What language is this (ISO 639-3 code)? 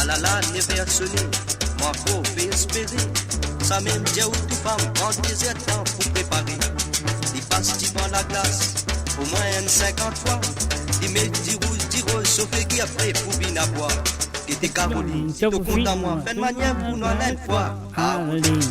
mfe